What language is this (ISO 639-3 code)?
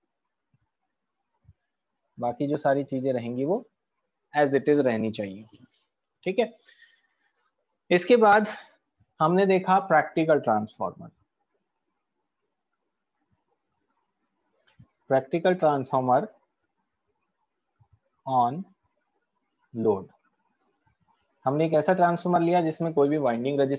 hin